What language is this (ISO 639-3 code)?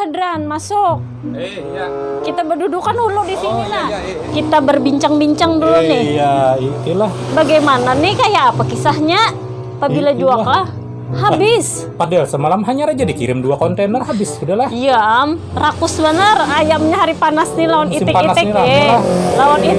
bjn